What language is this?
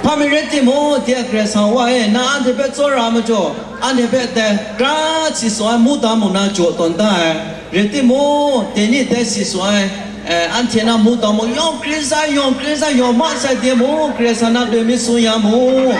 Kachin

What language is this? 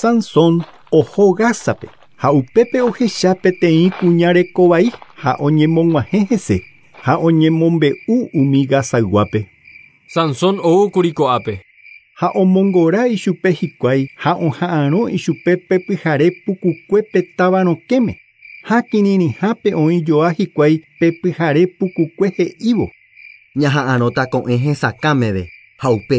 Guarani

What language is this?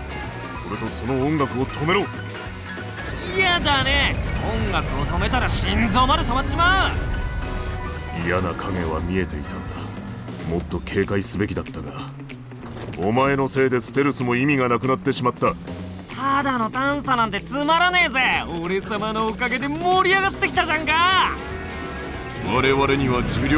Japanese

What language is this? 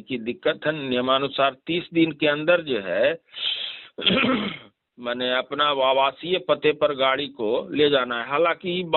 Magahi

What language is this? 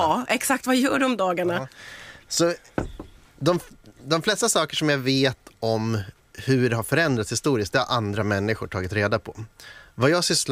Swedish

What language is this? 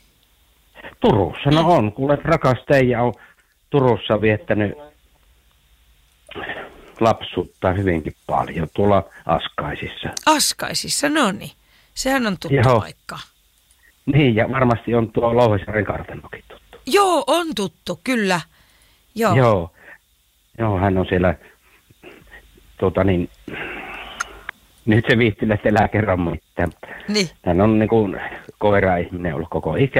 Finnish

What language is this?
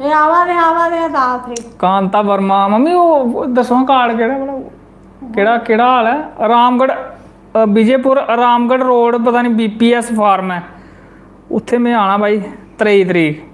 Dogri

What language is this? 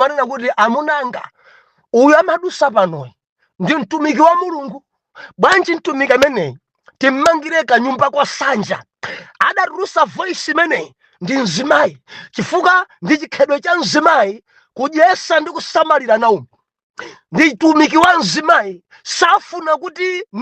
Nyanja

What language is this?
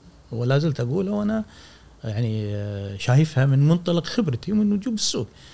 Gulf Arabic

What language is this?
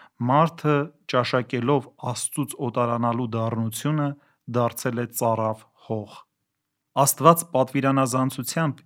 Armenian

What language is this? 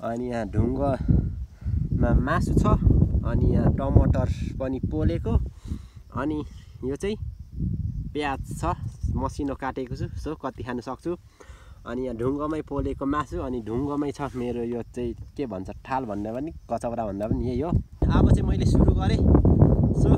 Nepali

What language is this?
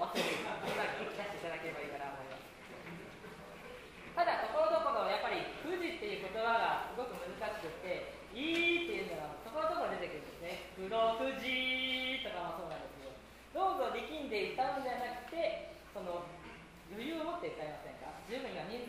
Japanese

